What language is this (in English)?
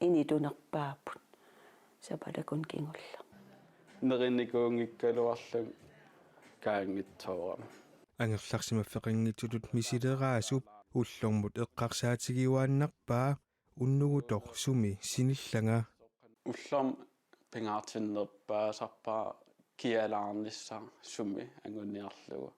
Kalaallisut